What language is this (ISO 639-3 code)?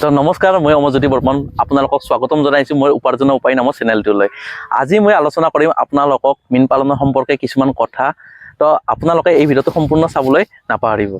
asm